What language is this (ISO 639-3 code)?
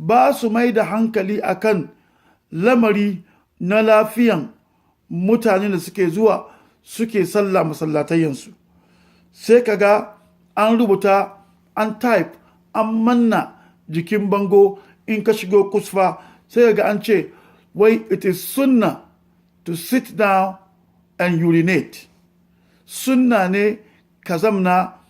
hau